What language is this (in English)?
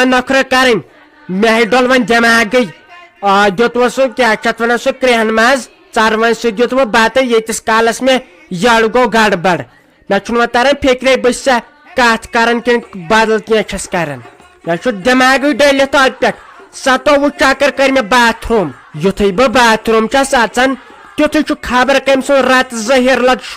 Kashmiri